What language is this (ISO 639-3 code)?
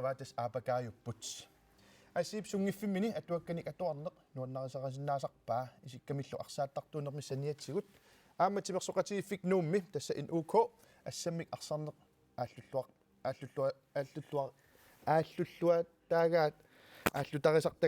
kal